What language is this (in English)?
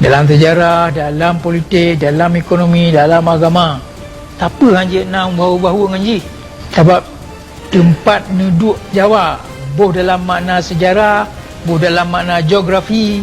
Achinese